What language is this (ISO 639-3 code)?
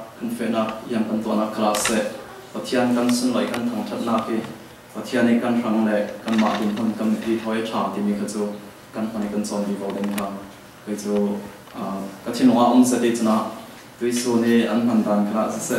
cfm